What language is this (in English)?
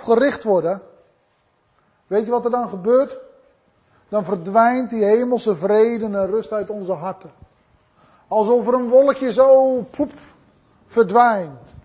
Dutch